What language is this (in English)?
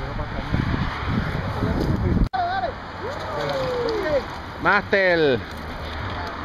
Spanish